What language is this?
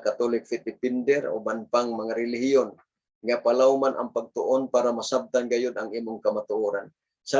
Cebuano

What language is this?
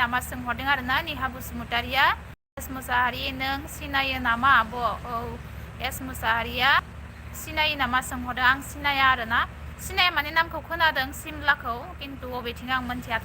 Bodo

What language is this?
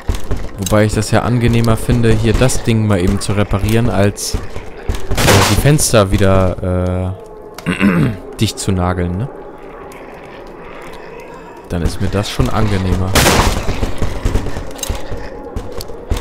German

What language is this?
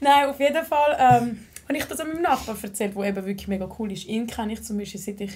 Swiss German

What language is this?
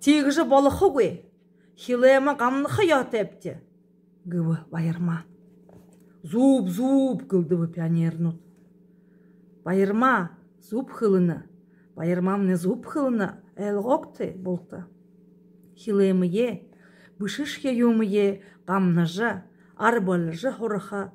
Buriat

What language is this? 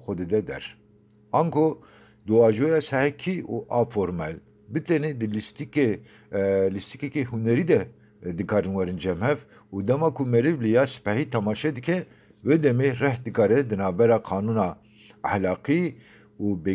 Kurdish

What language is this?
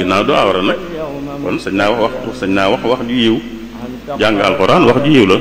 Wolof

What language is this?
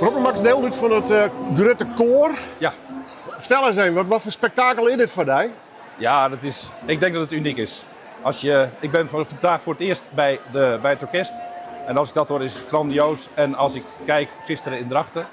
Western Frisian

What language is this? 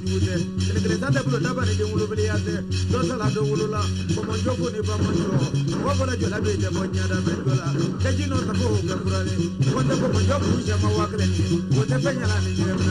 Bambara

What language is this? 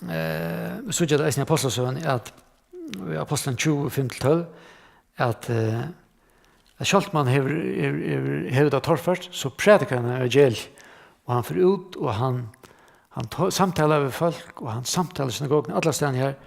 Faroese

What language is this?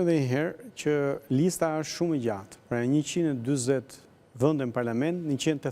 Albanian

